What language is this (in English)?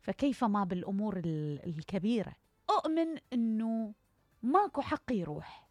Mesopotamian Arabic